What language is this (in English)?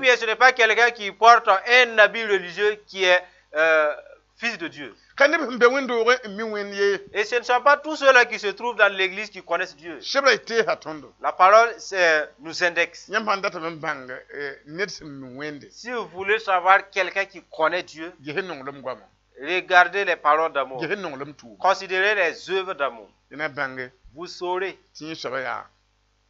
Mossi